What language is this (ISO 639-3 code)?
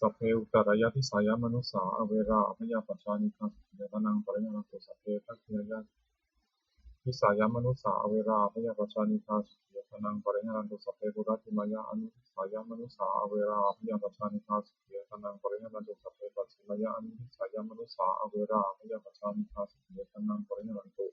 pli